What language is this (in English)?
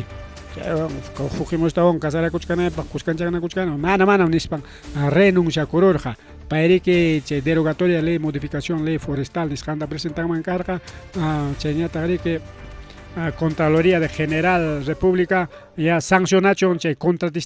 Ayacucho Quechua